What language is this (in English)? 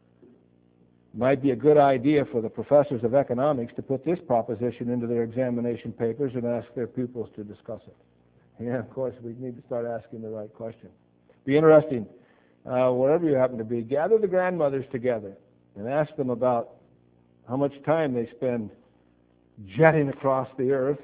English